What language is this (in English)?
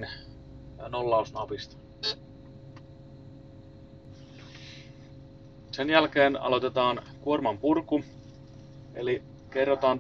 Finnish